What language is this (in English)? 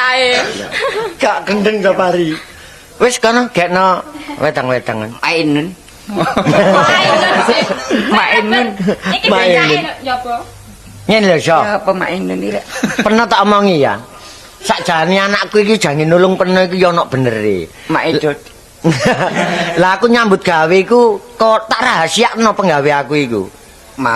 Javanese